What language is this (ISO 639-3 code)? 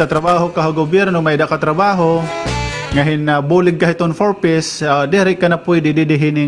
war